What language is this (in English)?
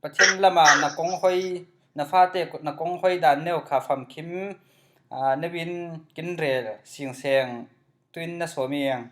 Falam Chin